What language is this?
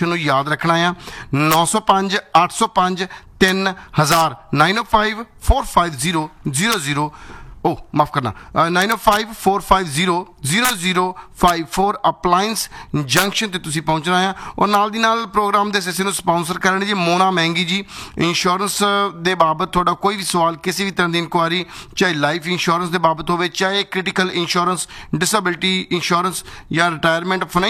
Punjabi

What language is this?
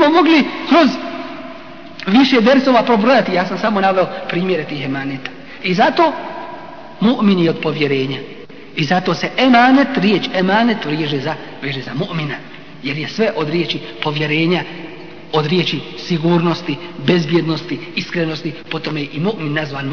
Bosnian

